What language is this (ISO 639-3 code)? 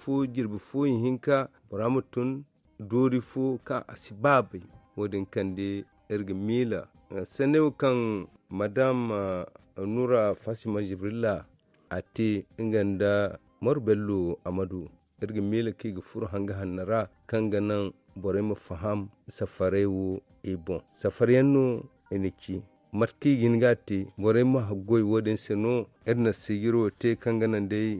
dje